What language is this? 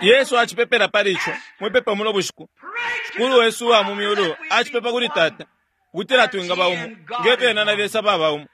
Bemba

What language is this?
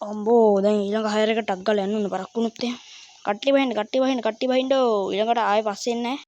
Sinhala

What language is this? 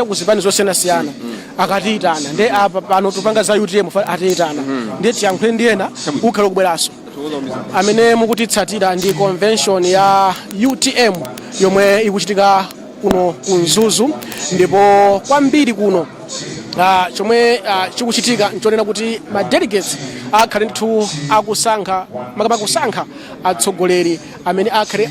Nyanja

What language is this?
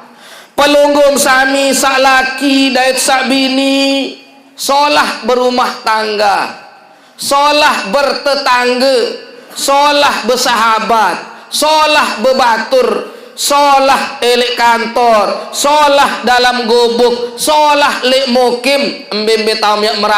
Sasak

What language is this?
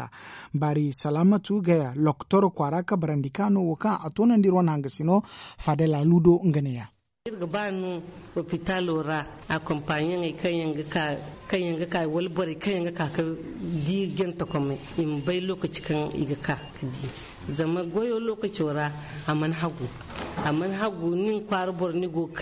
Zarma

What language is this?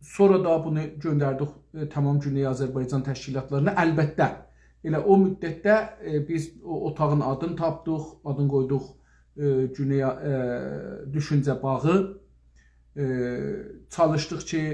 South Azerbaijani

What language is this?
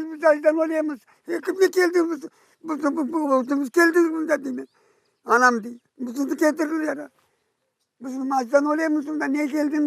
Crimean Tatar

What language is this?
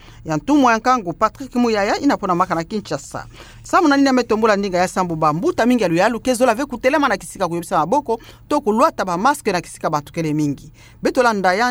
Kituba (Democratic Republic of Congo)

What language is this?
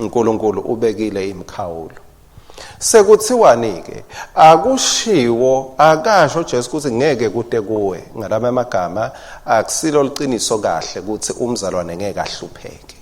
Swati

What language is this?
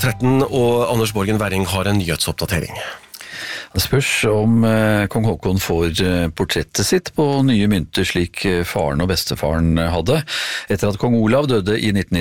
Norwegian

